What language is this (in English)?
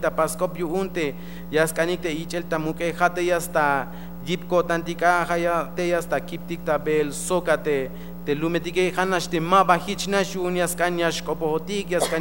Tzeltal